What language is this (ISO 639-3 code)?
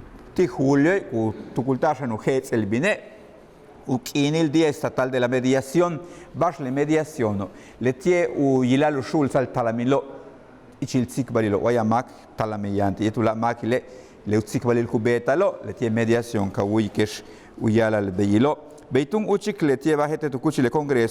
yua